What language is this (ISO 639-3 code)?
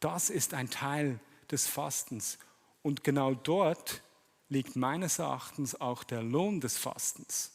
gsw